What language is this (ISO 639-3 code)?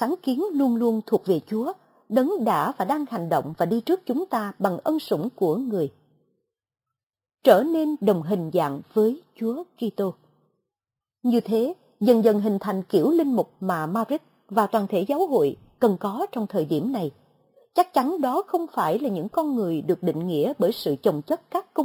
vie